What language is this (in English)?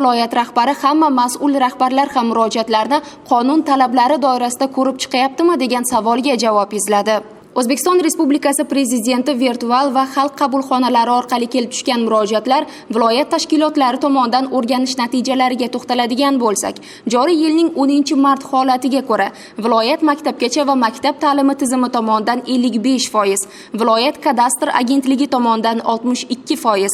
Uzbek